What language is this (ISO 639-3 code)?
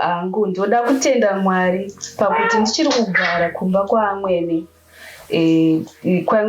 sna